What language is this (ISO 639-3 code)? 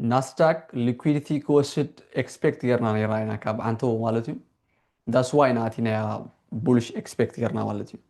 tir